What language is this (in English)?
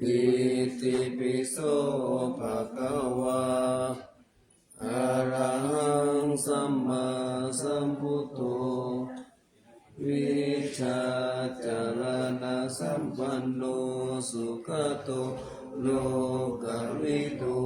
Pali